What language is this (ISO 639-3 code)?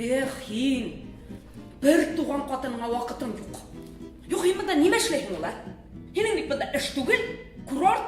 bak